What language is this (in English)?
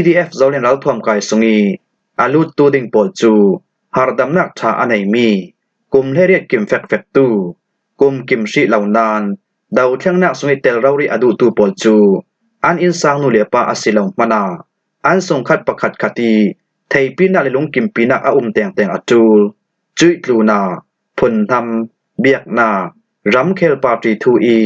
Falam Chin